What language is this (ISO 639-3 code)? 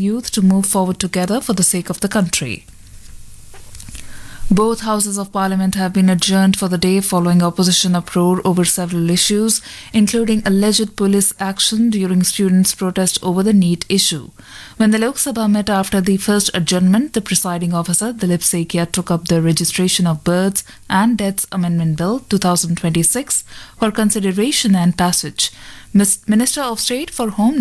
eng